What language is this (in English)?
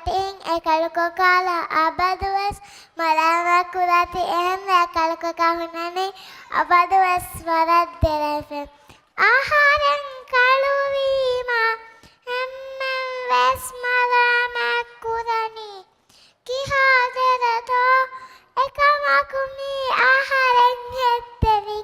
Divehi